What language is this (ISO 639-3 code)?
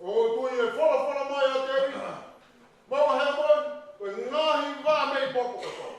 ton